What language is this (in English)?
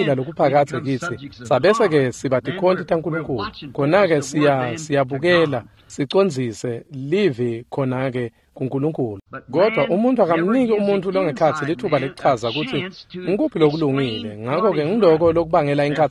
Swati